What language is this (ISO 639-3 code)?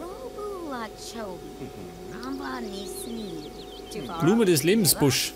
bar